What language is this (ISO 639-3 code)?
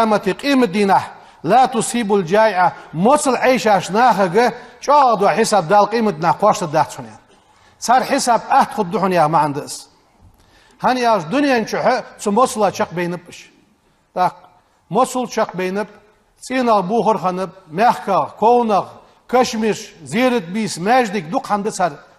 inh